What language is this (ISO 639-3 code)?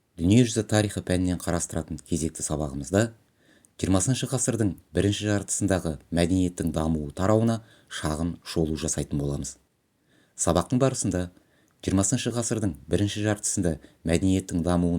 kaz